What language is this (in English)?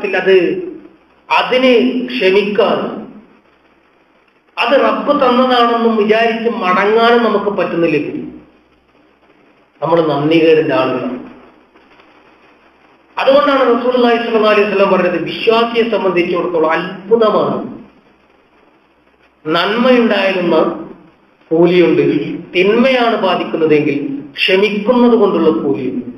Malayalam